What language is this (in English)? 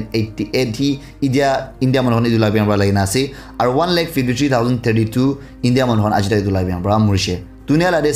Naga Pidgin